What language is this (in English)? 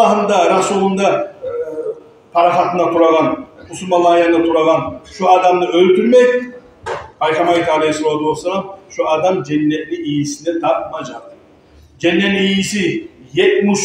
Kumyk